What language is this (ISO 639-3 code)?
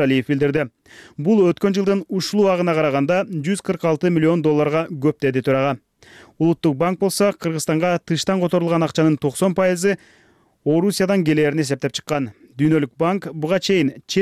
kir